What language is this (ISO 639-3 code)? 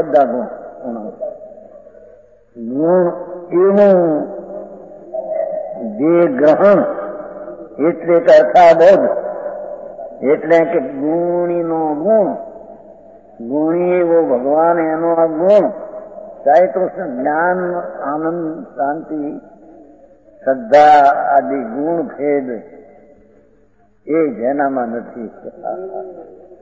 guj